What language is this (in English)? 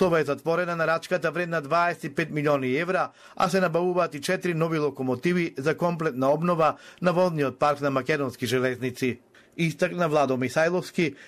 Macedonian